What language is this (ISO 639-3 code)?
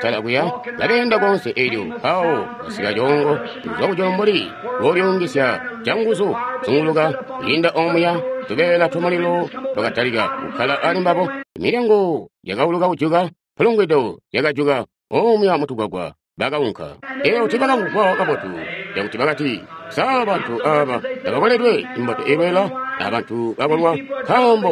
toi